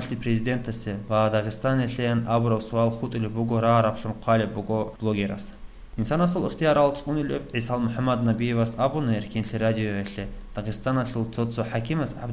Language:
Avaric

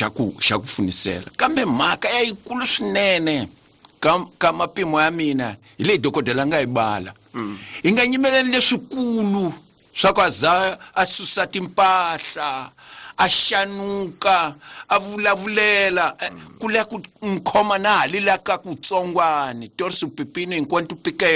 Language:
Tsonga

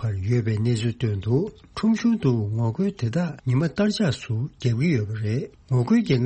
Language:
Tibetan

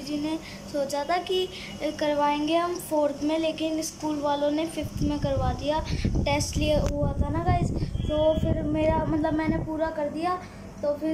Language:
Hindi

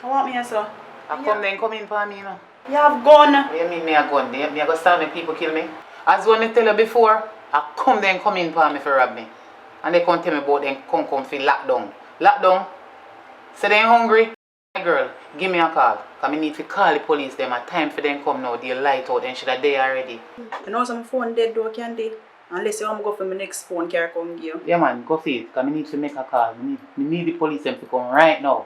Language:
Jamaican Creole English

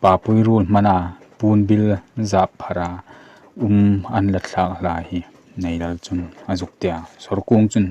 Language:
Hmar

